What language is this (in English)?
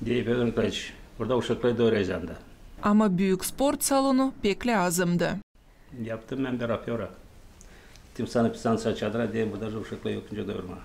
Gagauz